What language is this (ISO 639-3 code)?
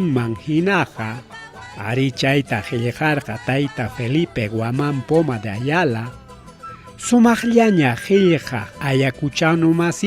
quy